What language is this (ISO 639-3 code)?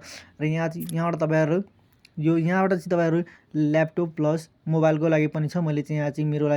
nep